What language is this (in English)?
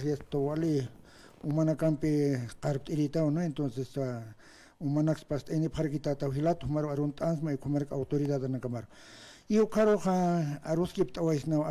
Aymara